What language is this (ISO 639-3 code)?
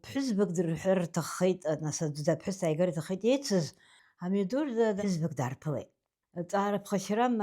abk